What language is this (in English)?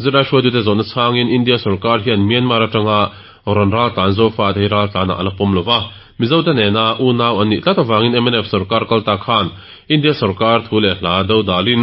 Mizo